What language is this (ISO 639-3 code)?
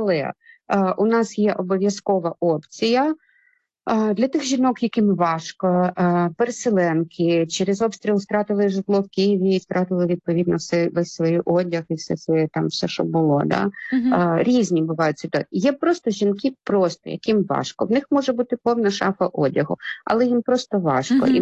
ukr